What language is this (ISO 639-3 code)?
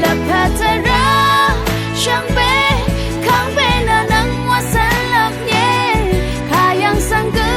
raw